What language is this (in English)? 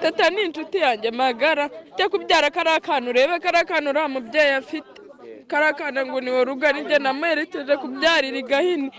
Kinyarwanda